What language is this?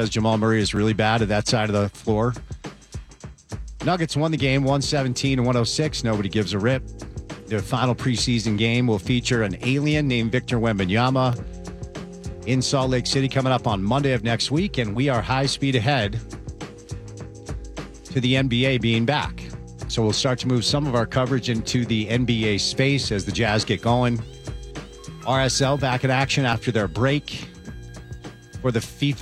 English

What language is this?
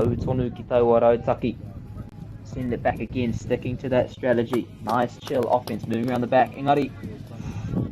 Māori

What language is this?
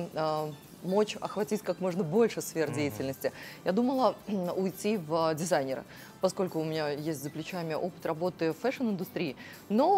Russian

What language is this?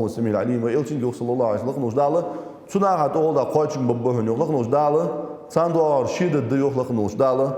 Ingush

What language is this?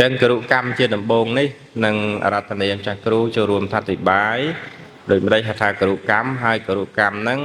Khmer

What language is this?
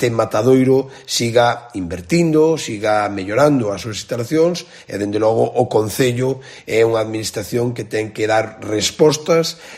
Galician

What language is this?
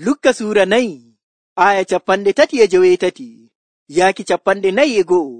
Nigerian Fulfulde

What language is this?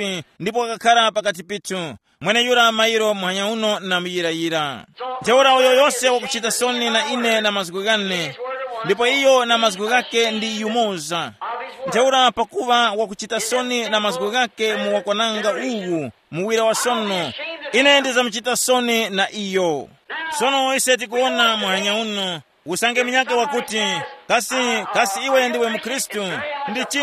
Tumbuka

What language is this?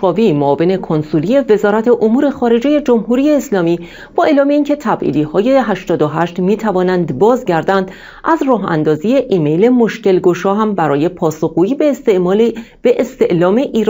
Persian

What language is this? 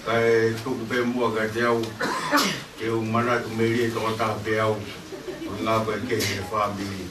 Tongan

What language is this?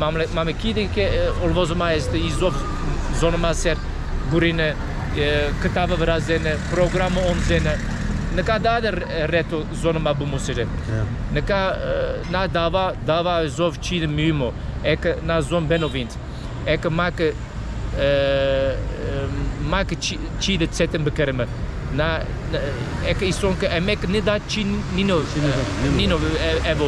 Zaza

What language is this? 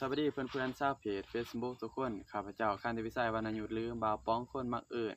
Lao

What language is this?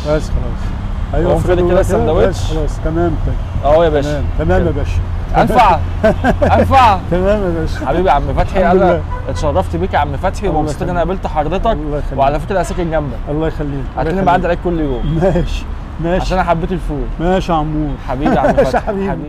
Egyptian Arabic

